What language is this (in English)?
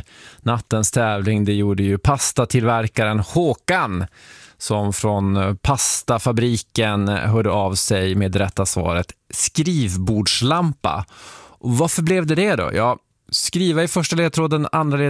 Swedish